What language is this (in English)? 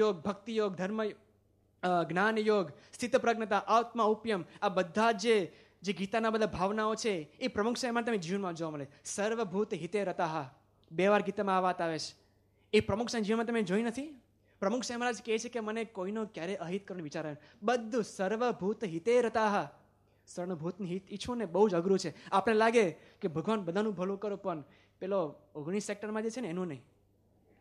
Gujarati